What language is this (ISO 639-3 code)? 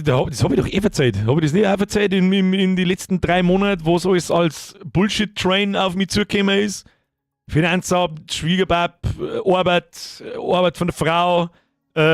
bar